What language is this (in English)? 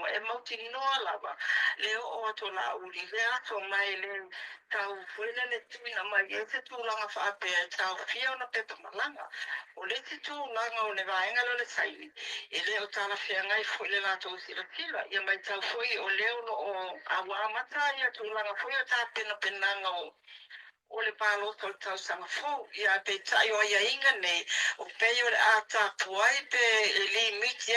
Samoan